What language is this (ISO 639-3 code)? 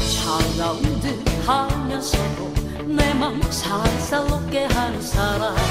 kor